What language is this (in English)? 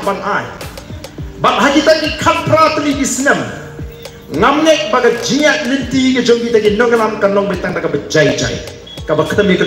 Khasi